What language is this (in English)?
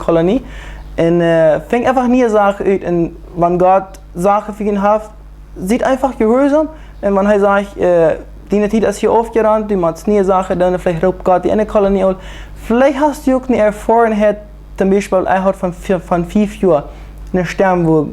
Plautdietsch